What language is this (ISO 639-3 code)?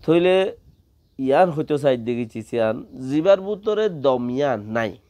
rhg